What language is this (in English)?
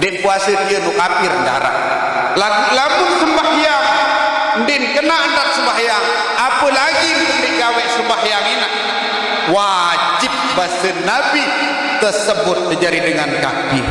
Sasak